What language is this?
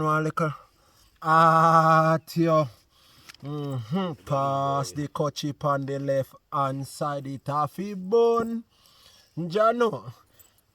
Jamaican Creole English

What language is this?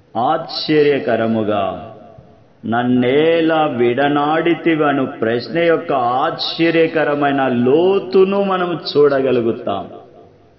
Telugu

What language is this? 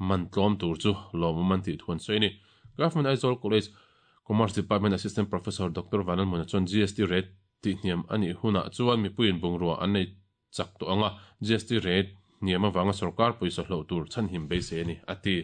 Mizo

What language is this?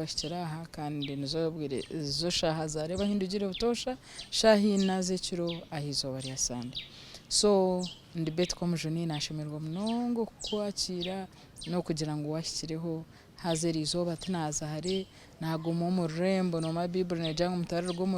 Nyankole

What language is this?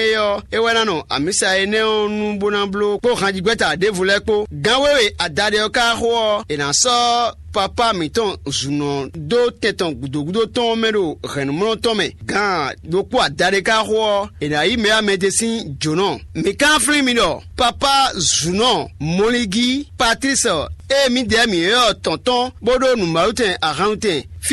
Fon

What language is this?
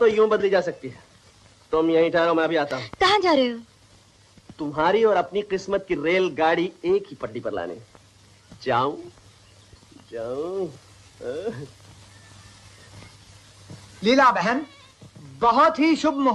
Hindi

